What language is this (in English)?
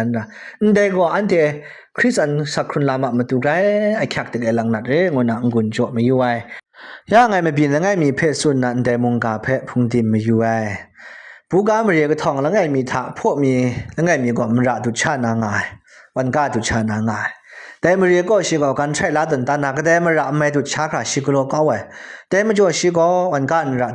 Kachin